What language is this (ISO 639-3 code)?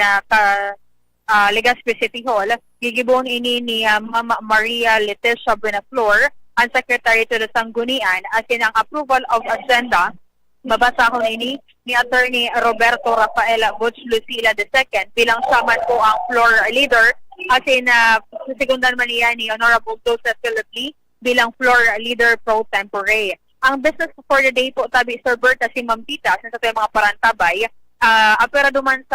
bik